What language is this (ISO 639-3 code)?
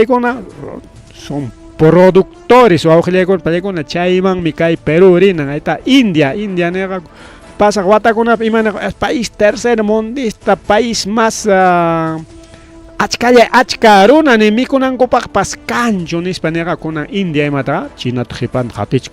quy